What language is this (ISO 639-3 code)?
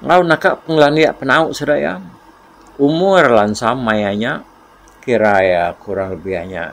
iba